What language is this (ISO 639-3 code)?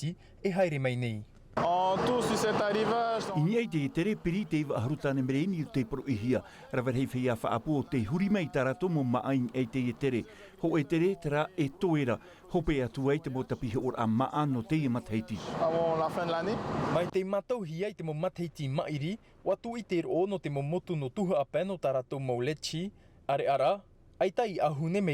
tah